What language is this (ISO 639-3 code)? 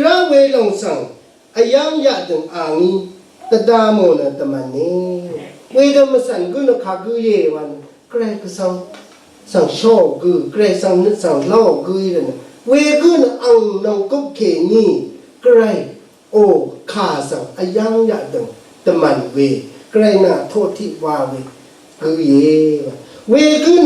raw